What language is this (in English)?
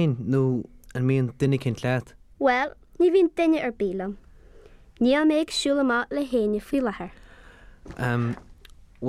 Irish